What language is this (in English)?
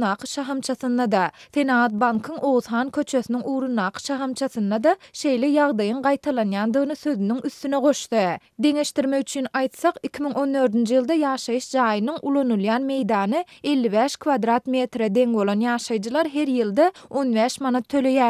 Turkmen